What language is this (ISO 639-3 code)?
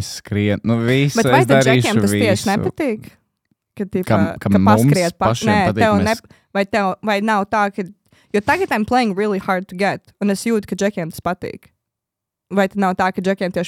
lav